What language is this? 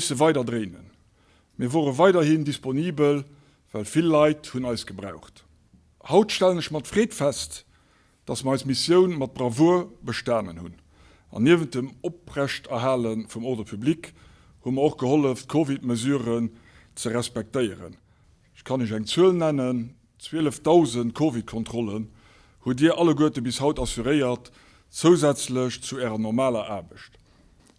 Luxembourgish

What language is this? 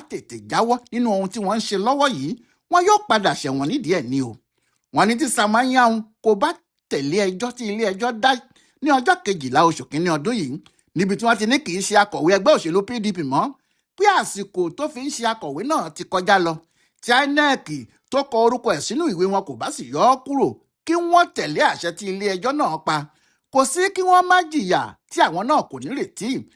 Yoruba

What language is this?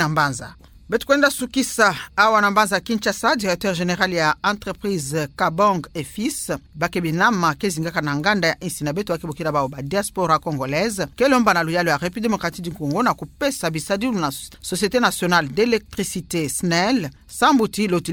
Kituba (Democratic Republic of Congo)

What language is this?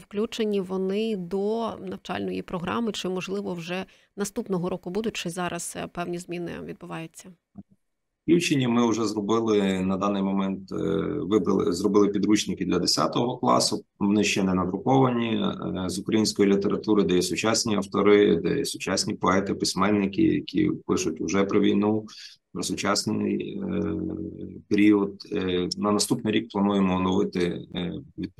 Ukrainian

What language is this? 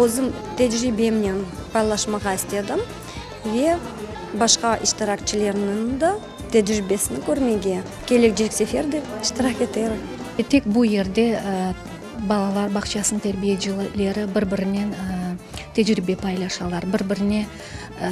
Crimean Tatar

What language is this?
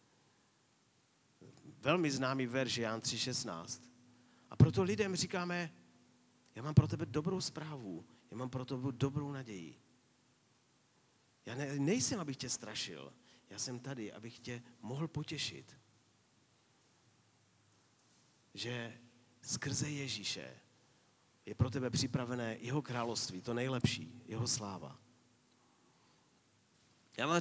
Czech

